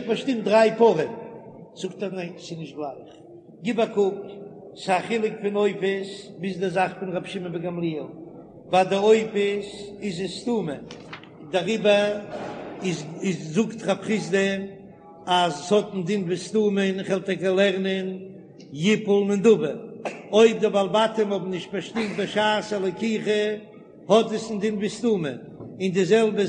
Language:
Yiddish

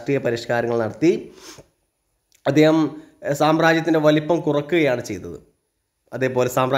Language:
Malayalam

